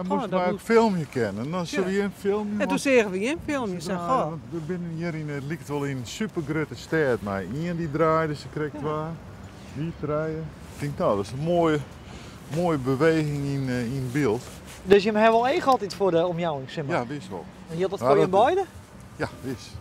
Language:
Western Frisian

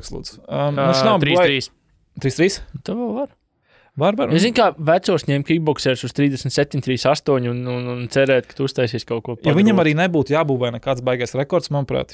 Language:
Latvian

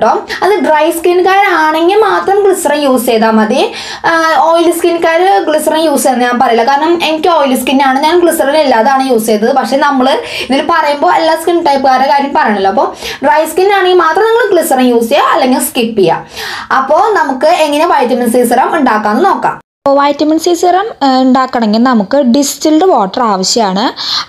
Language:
Malayalam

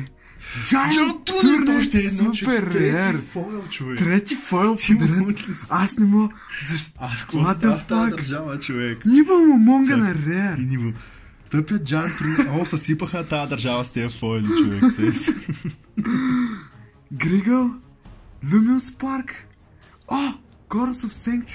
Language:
Bulgarian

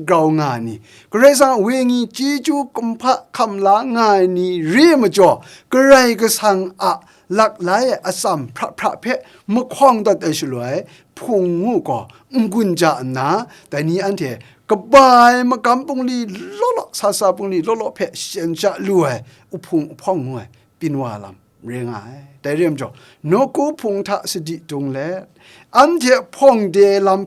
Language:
Kachin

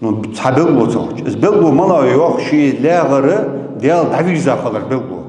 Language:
Ingush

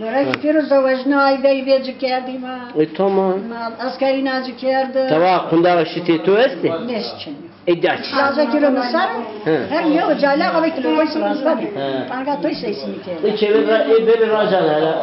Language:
Zaza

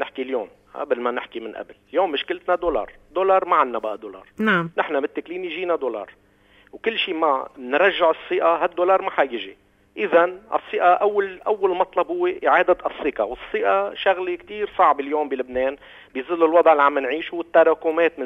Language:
North Levantine Arabic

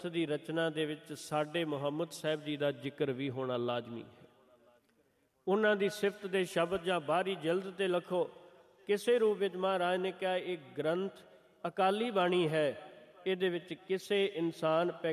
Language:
Punjabi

